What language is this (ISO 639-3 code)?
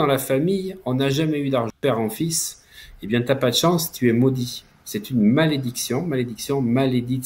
fra